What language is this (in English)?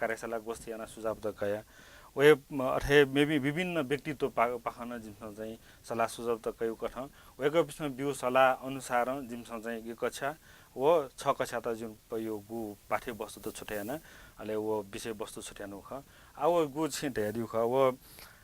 Newari